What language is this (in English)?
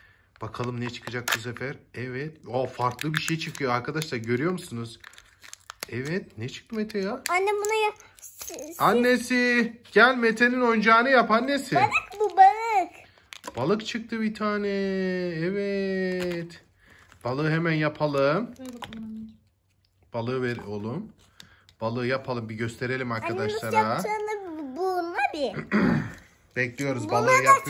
Turkish